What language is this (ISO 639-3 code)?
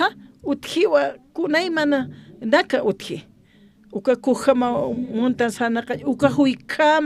aym